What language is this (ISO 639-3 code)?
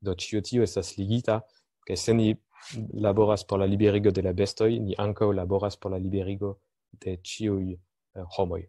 epo